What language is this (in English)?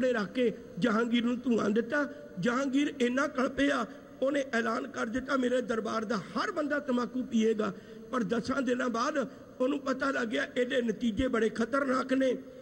Punjabi